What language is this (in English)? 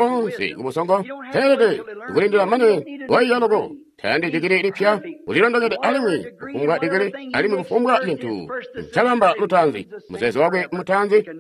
Tonga (Zambia)